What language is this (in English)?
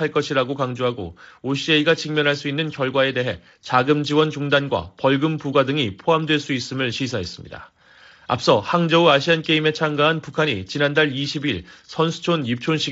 Korean